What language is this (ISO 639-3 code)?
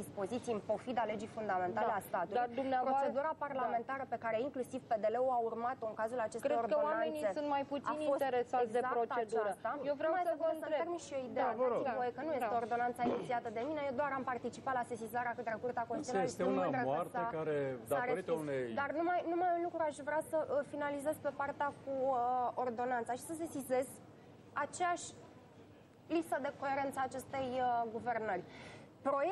ron